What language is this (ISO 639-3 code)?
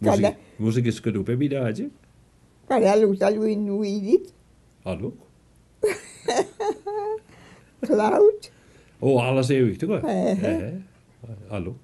mic